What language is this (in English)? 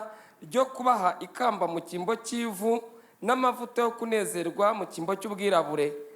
Kinyarwanda